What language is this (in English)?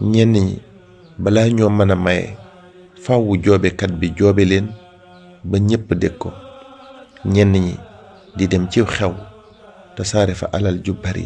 Wolof